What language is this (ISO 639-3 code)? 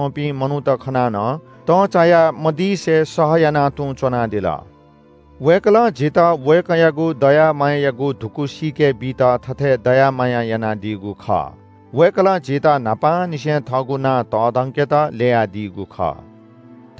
new